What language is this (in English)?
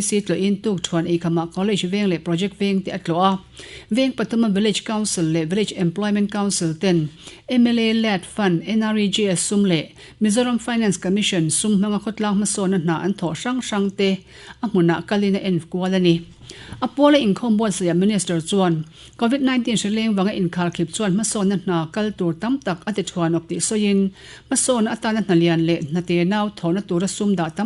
Mizo